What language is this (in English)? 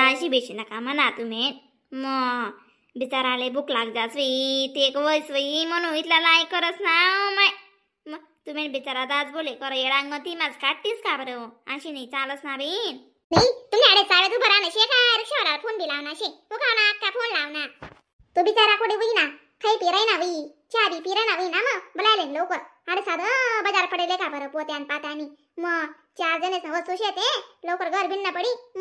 Khandesi